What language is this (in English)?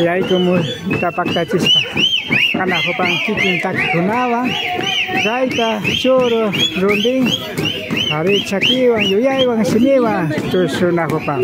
Imbabura Highland Quichua